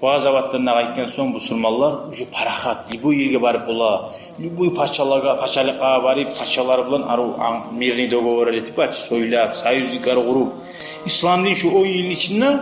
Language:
Kumyk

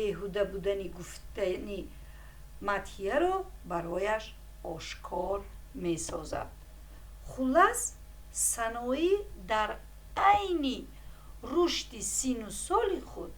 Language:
Tajik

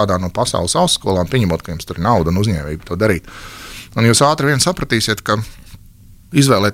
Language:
Latvian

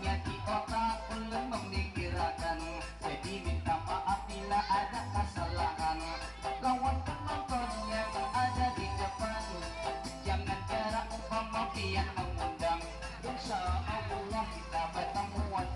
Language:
Banjar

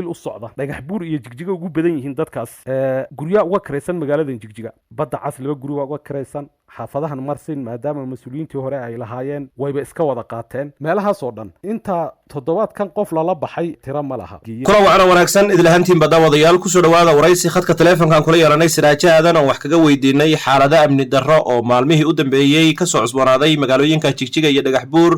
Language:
Somali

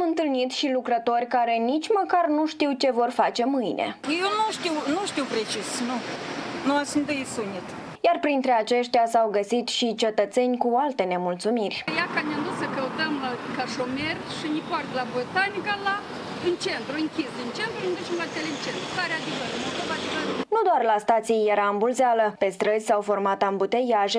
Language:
Romanian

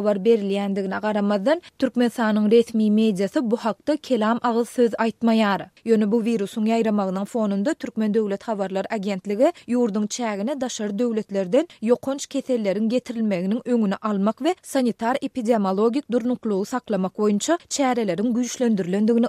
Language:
Turkmen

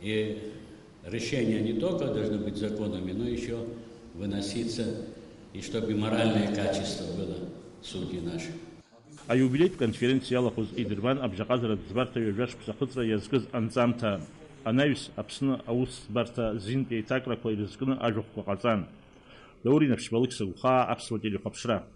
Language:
Abkhazian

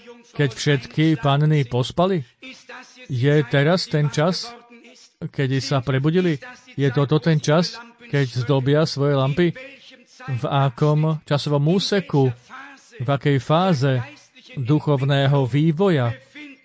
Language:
Slovak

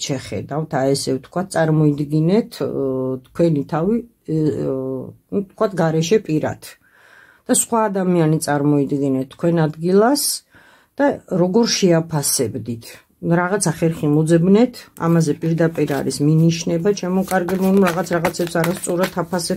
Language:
Georgian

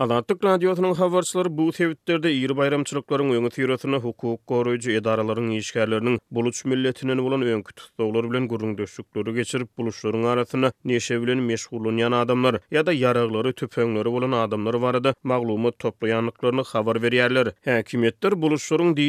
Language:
Turkmen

